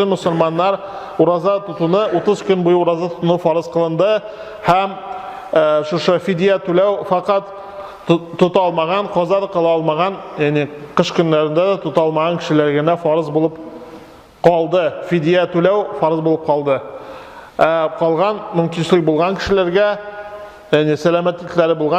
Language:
Tatar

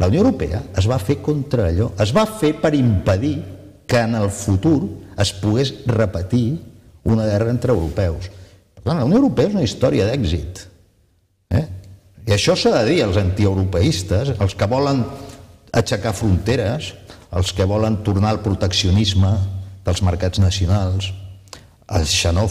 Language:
Catalan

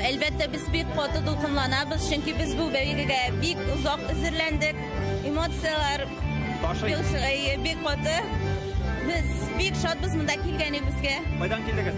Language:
Tatar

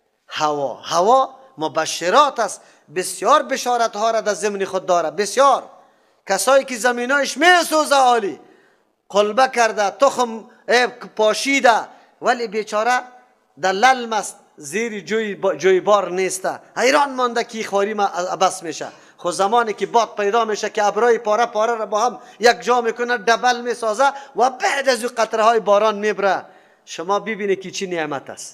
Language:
Persian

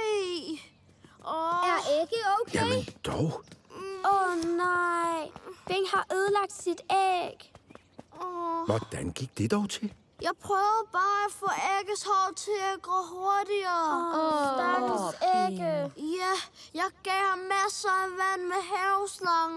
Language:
Danish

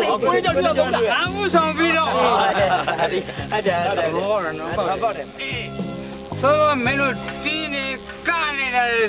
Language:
Burmese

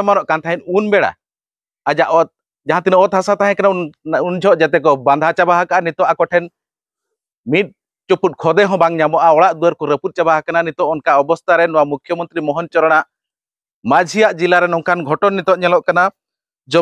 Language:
Santali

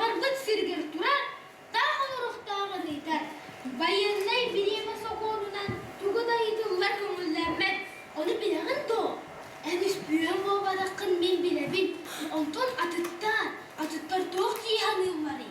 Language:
Yakut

